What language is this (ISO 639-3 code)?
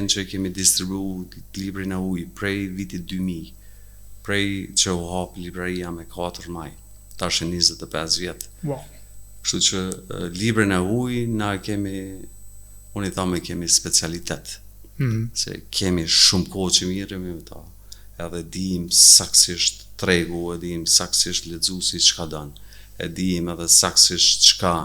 sqi